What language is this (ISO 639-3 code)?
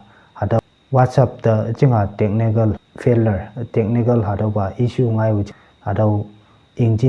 nbe